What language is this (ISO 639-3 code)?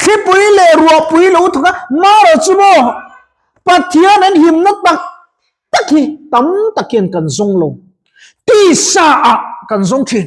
lus